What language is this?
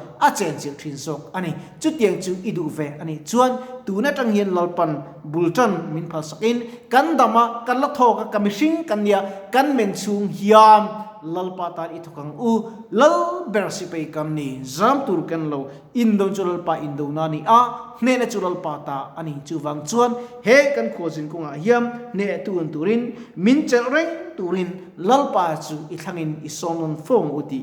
Mizo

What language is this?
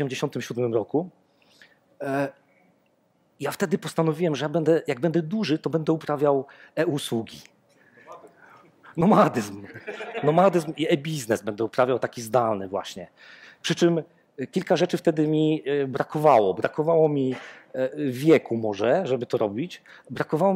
Polish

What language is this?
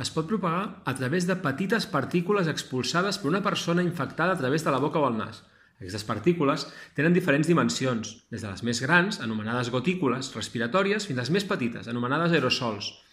Catalan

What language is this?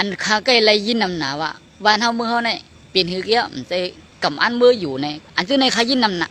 Shan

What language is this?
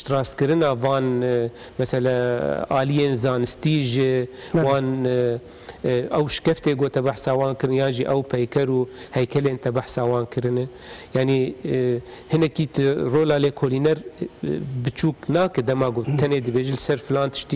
Kurdish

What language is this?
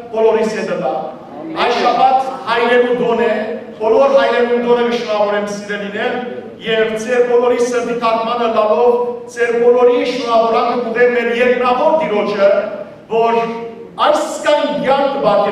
Western Armenian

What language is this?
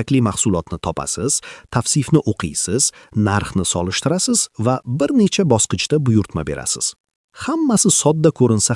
Uzbek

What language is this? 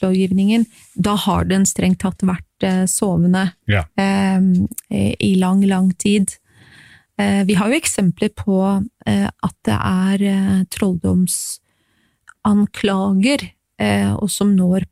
Norwegian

